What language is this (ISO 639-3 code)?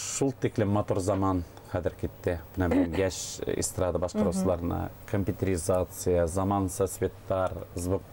bak